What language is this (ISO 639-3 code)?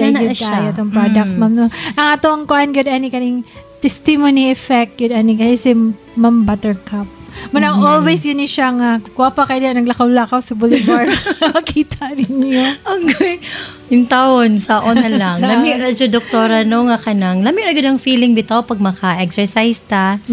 ceb